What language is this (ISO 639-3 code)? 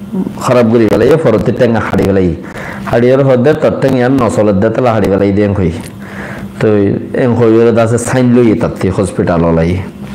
rhg